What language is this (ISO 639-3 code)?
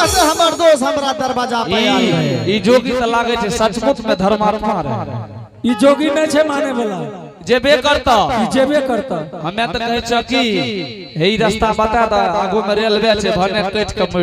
anp